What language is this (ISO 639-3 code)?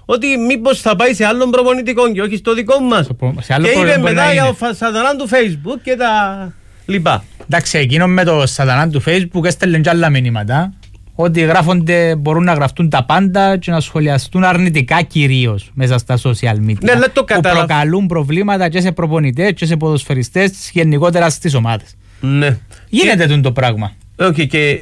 ell